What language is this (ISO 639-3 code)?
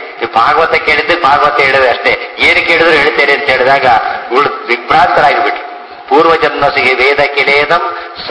kan